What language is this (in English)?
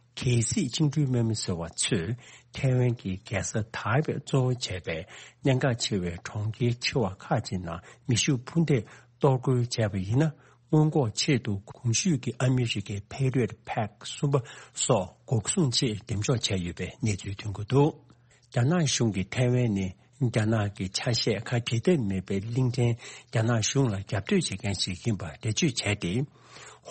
Tibetan